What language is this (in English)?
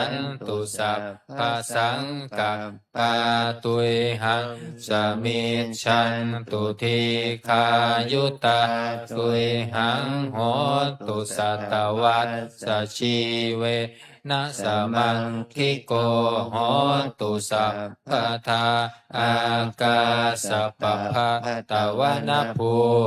Pali